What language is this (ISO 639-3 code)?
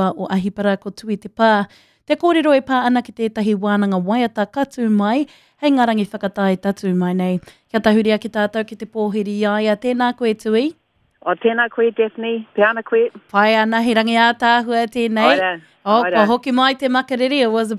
mri